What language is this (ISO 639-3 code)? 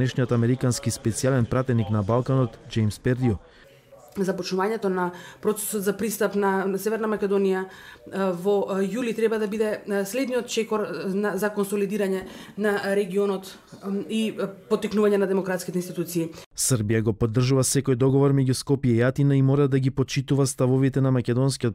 mkd